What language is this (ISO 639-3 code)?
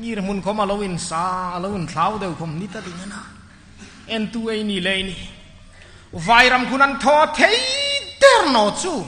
hmr